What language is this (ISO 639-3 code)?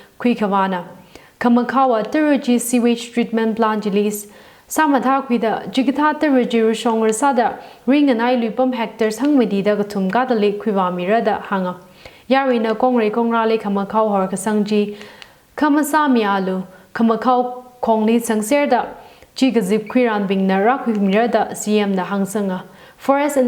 nmf